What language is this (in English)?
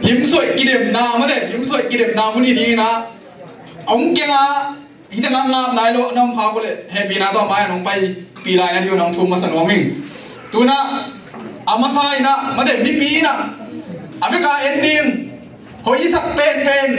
Tedim Chin